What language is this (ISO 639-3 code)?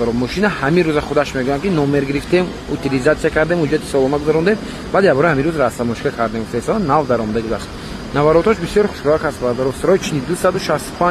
tgk